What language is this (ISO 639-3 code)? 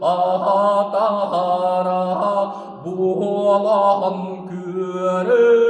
sah